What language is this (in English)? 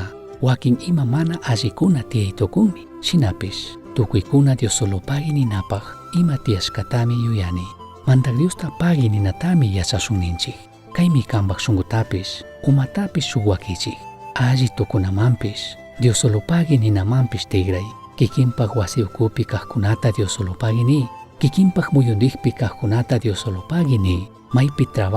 Chimborazo Highland Quichua